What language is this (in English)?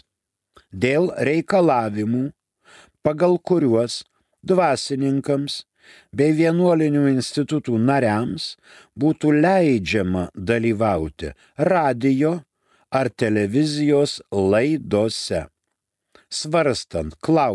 Lithuanian